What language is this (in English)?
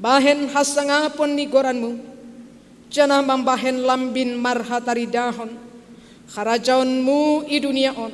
Batak Simalungun